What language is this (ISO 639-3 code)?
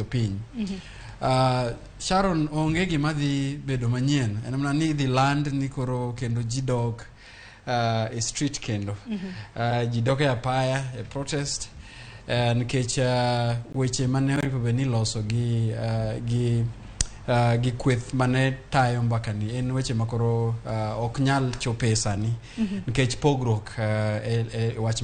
luo